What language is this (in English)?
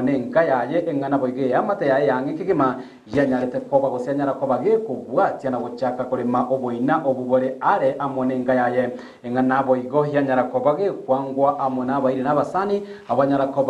Gusii